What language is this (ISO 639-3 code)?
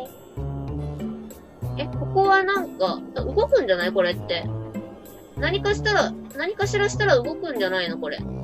jpn